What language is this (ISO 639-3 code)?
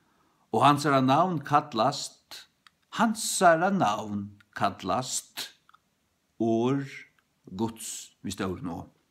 fao